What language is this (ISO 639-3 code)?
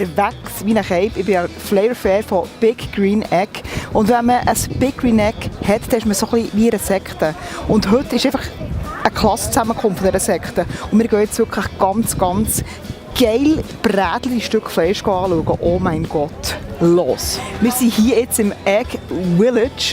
gsw